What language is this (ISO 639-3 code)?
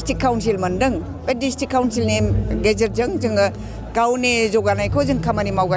brx